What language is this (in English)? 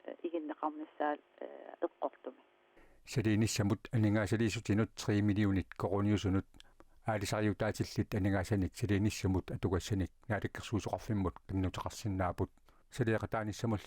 Kalaallisut